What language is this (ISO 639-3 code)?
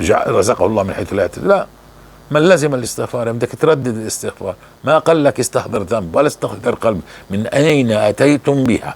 apc